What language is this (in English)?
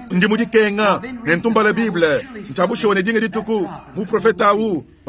Luba-Lulua